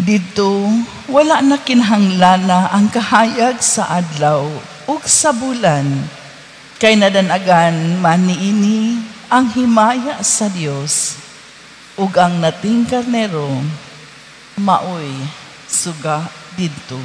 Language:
Cebuano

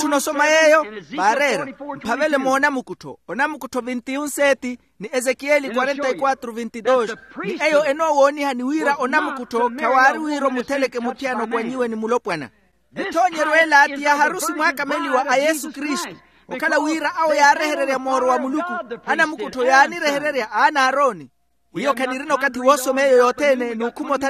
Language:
Makhuwa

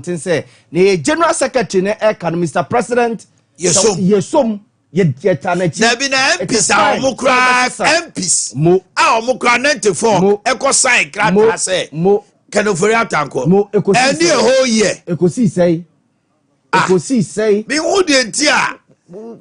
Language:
Akan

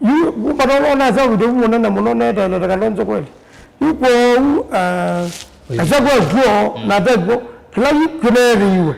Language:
Kamba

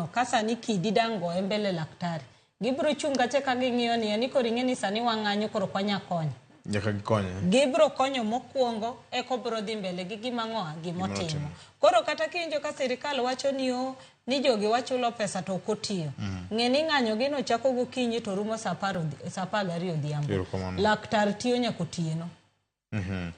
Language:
Luo (Kenya and Tanzania)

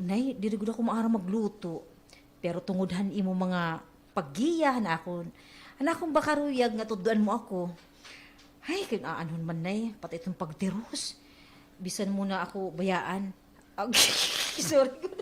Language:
Waray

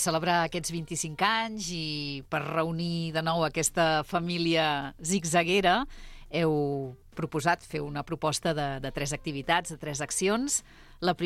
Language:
Catalan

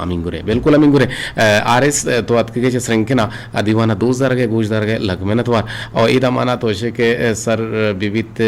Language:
Eastern Balochi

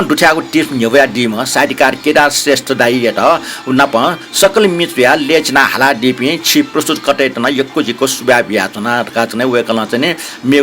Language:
Newari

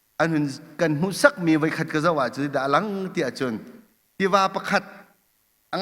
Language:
Hakha Chin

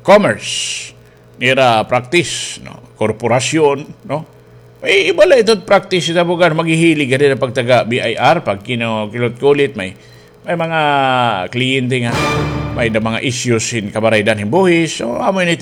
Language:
Waray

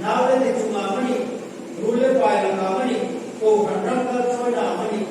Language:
Hmar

